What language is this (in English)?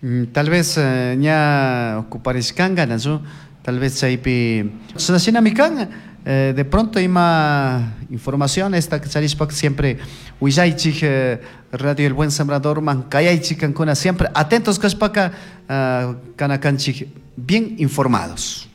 Chimborazo Highland Quichua